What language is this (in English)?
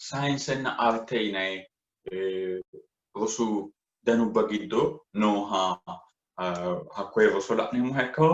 Sidamo